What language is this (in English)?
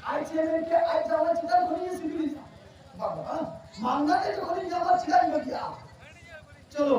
Santali